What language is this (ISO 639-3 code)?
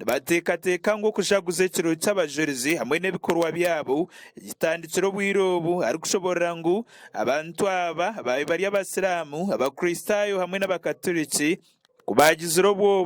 nyn